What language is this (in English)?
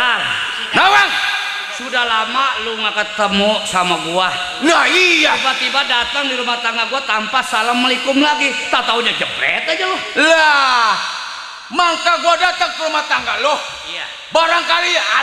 Betawi